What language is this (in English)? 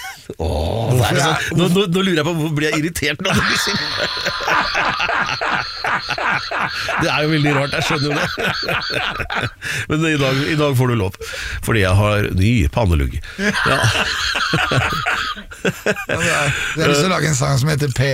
Norwegian